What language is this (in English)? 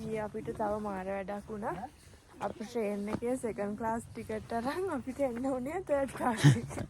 Sinhala